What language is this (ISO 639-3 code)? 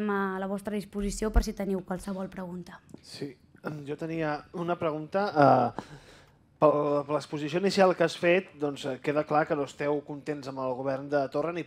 cat